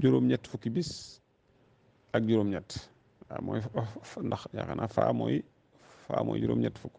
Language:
Wolof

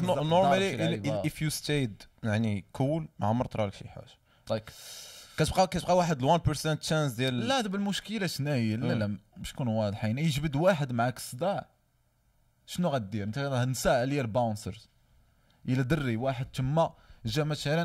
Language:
Moroccan Arabic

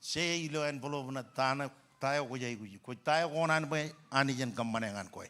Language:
Marshallese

